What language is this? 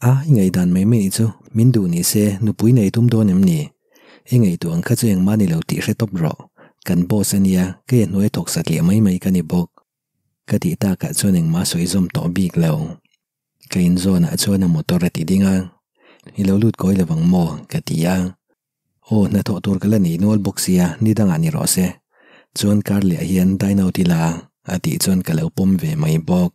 Mizo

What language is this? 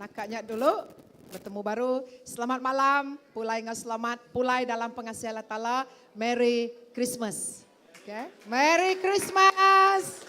Iban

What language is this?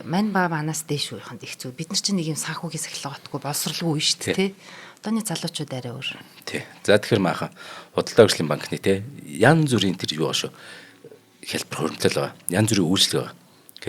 Mongolian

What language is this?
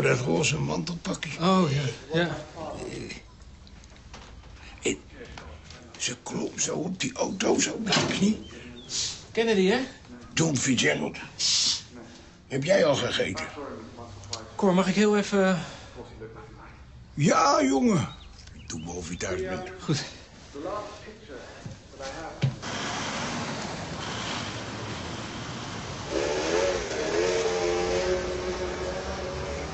Dutch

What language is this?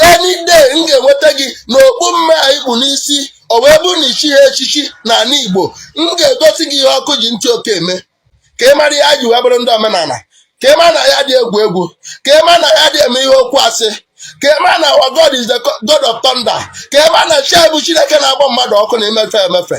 Igbo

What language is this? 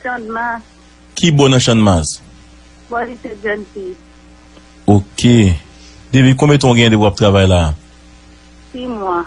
Haitian Creole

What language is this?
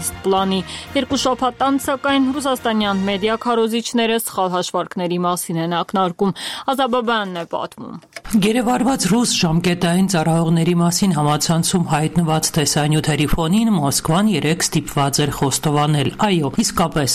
Armenian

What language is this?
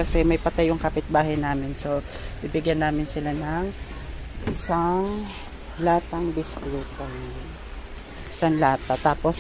Filipino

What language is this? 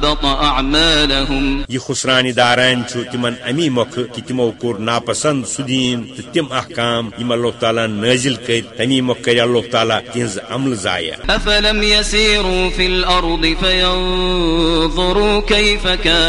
Kashmiri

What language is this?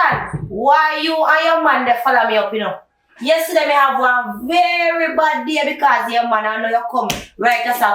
Jamaican Creole English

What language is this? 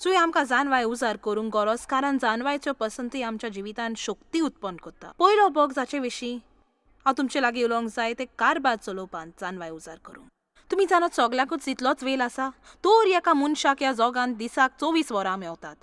Konkani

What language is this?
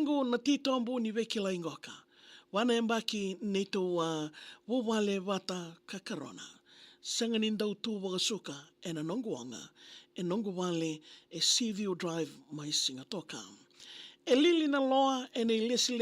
Fijian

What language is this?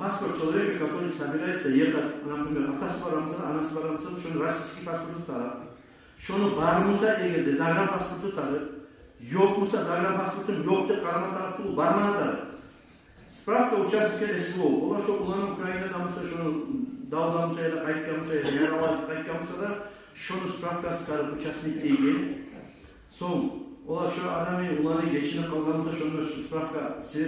Kumyk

